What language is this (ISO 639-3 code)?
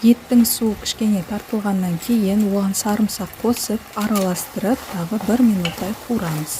kaz